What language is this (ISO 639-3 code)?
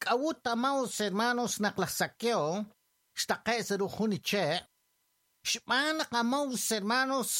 kek